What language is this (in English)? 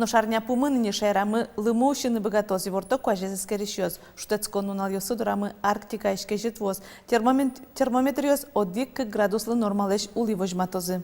Udmurt